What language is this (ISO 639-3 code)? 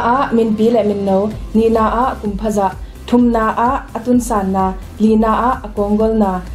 ctd